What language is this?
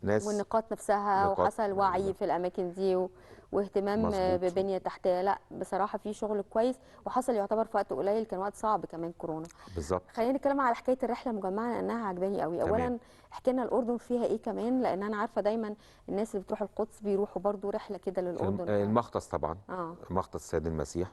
Egyptian Arabic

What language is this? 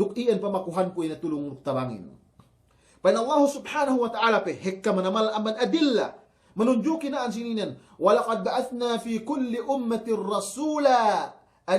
Yakan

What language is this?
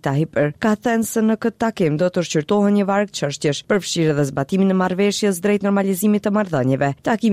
Albanian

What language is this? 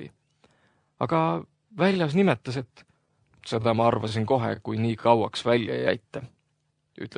Estonian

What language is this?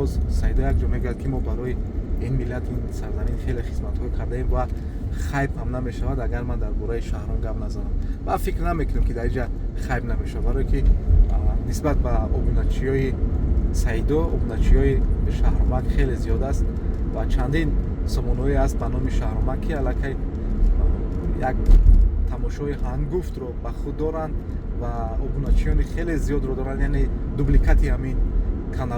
Tajik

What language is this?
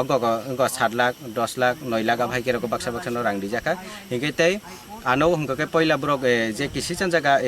Kok Borok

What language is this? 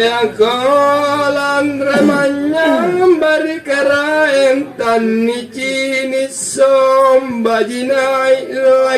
Makasar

